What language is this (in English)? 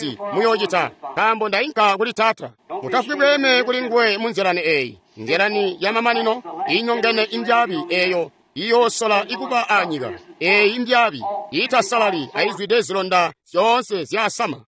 Tonga (Zambia)